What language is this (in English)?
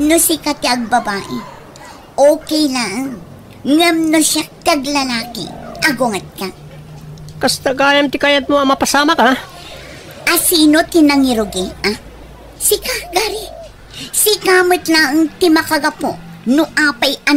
Iloko